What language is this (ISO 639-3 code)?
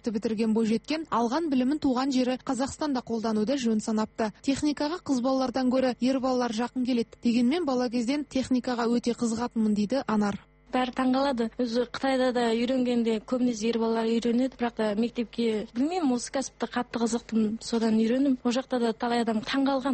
kaz